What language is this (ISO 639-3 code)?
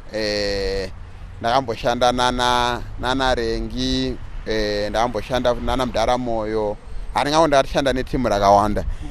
sna